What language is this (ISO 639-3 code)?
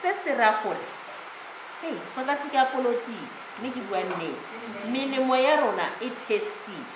tsn